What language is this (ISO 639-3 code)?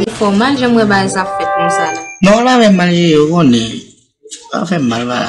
hat